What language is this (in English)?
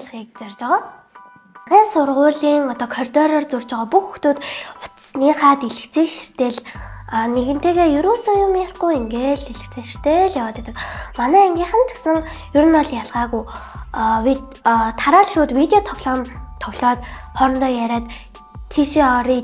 Mongolian